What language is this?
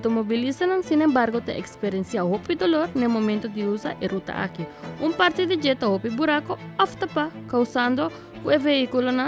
Papiamento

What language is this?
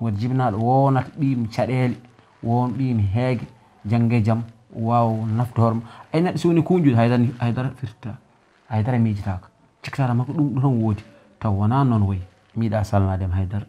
Fula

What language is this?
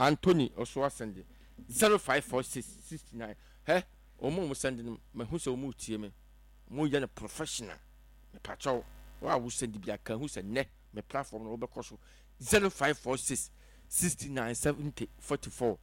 Akan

